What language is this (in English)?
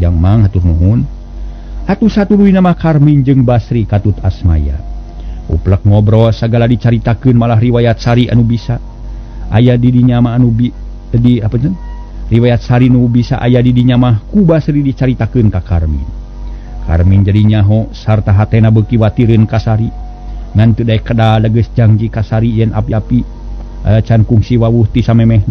Sundanese